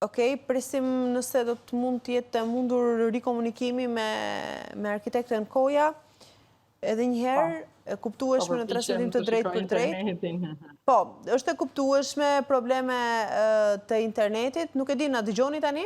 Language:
Albanian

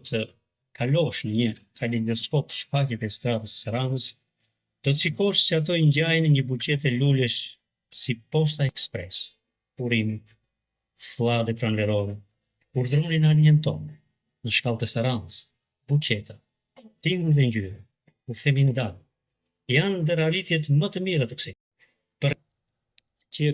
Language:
Albanian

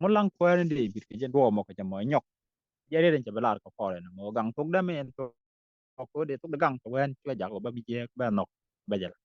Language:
Nuer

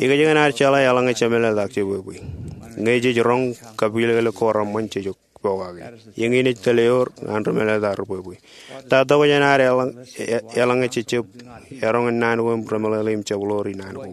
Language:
Marshallese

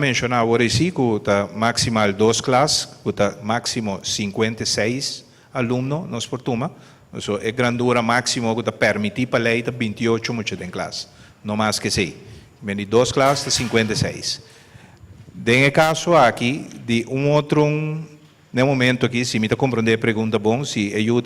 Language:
Papiamento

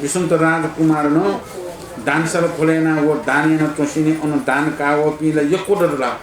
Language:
Newari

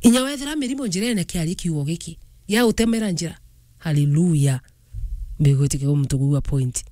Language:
Meru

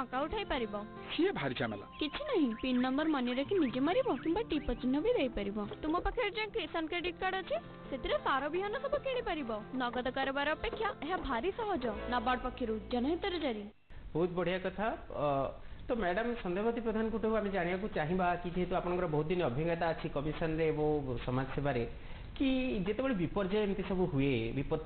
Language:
Odia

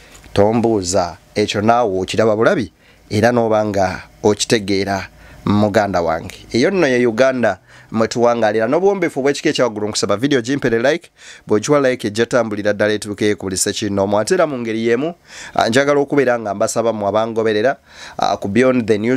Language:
Ganda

